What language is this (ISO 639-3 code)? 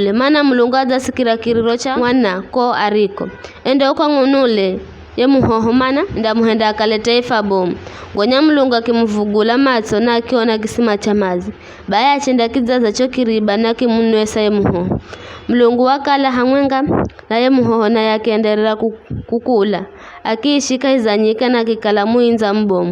nyf